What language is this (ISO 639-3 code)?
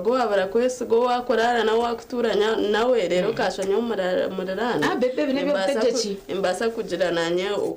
nyn